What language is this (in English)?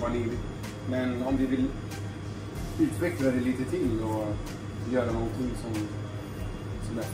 Swedish